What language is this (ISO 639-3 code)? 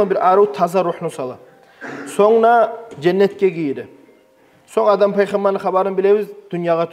kum